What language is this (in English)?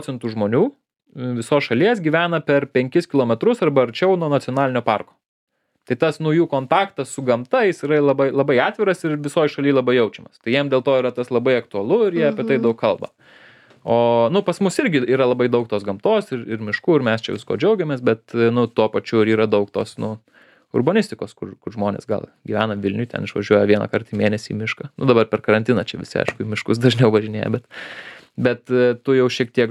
Lithuanian